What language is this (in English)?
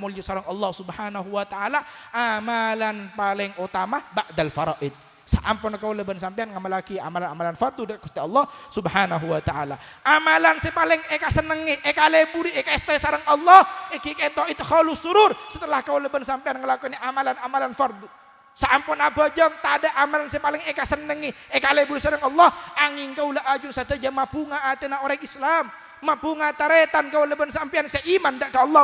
Madurese